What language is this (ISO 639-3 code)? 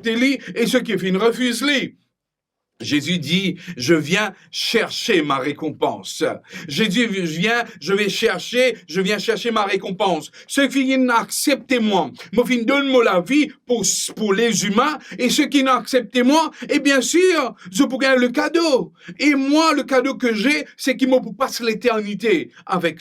mfe